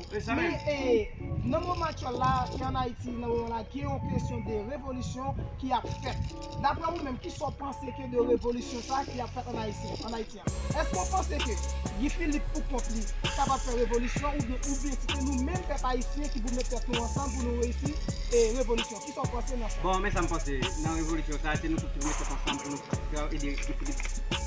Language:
Haitian Creole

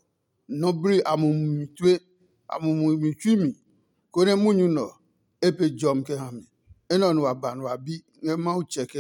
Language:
Adangme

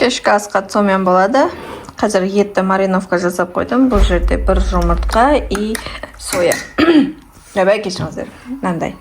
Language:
Kazakh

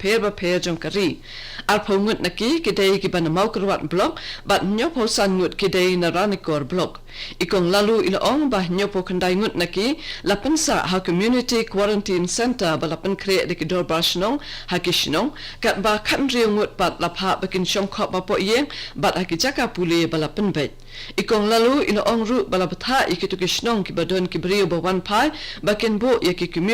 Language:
Khasi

